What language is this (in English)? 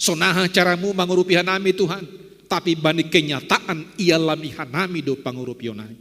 Batak Simalungun